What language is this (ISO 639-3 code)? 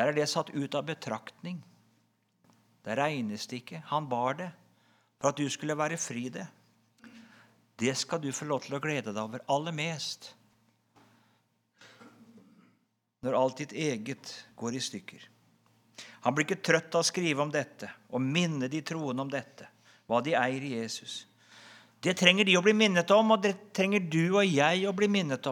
nor